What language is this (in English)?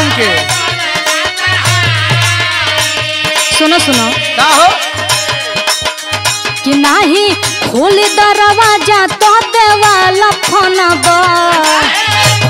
Bhojpuri